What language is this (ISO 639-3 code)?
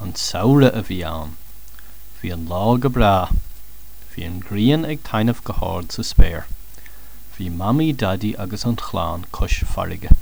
gle